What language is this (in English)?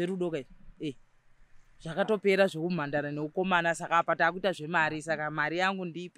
Shona